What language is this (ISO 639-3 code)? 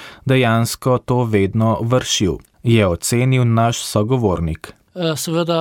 slv